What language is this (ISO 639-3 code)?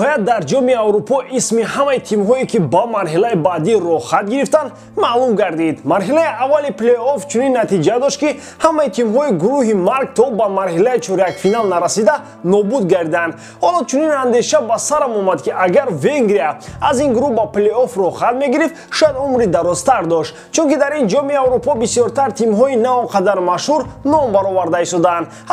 tgk